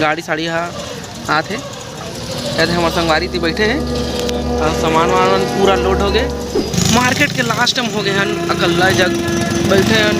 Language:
Chhattisgarhi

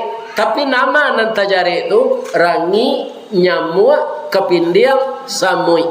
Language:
Minangkabau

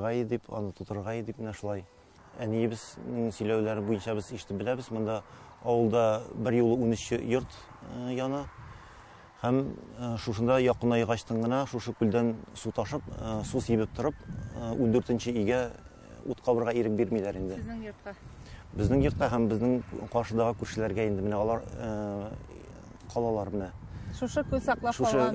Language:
Tatar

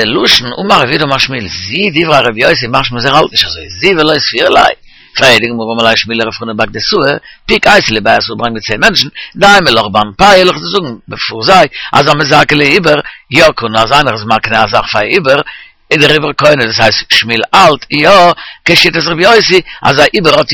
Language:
Yiddish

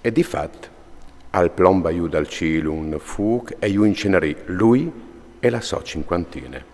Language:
Friulian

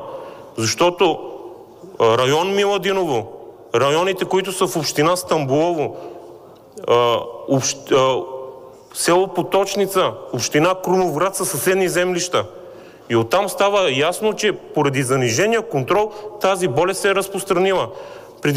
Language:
Bulgarian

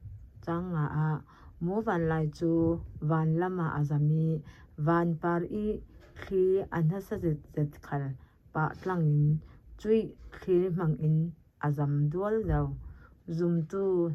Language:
Falam Chin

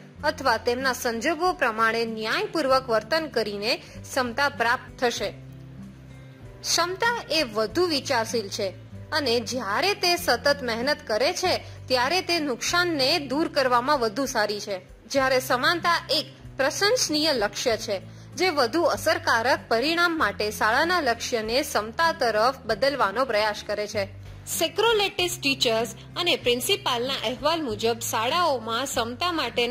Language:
Gujarati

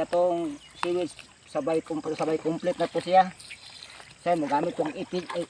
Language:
Cebuano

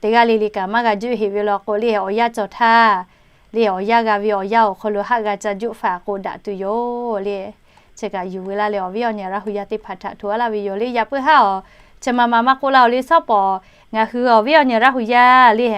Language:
Lahu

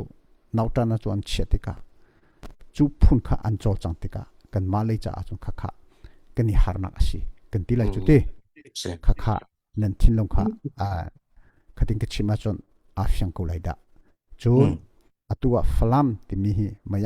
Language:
Hakha Chin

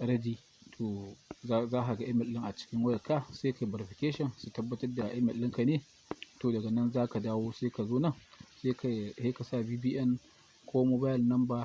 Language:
Hausa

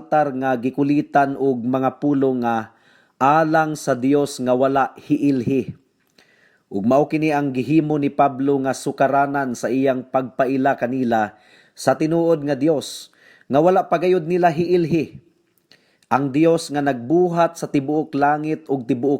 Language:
Cebuano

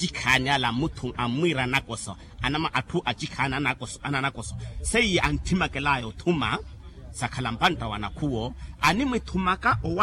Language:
Makhuwa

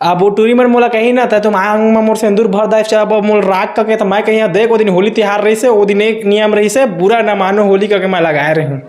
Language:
Chhattisgarhi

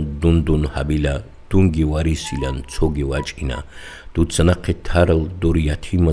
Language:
Avaric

